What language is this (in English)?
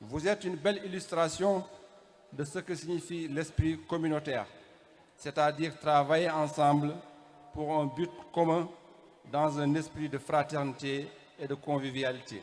Fula